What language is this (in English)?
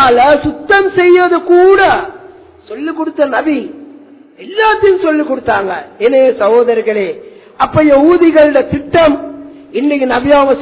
Tamil